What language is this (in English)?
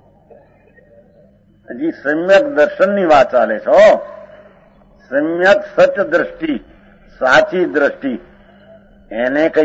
Gujarati